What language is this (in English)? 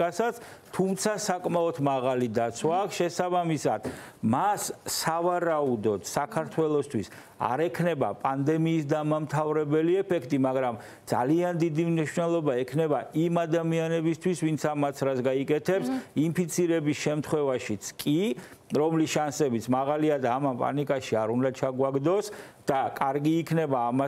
Georgian